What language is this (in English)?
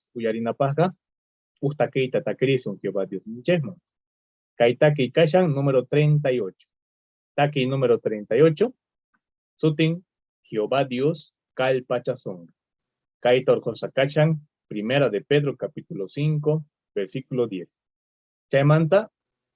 Quechua